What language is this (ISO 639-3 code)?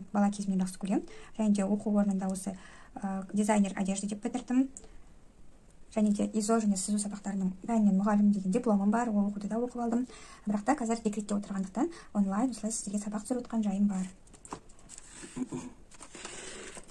kaz